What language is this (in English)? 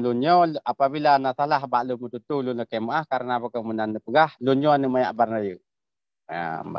Achinese